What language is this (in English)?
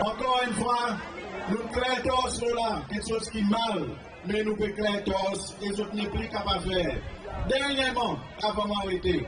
Seselwa Creole French